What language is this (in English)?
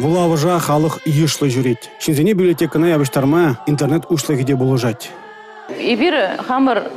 Chuvash